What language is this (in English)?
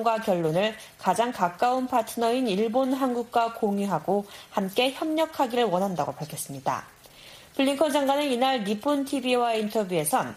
Korean